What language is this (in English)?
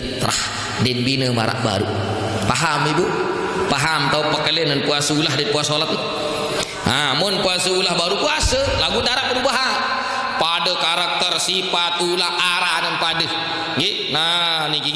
Sasak